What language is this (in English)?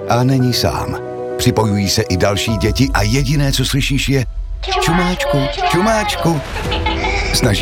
Czech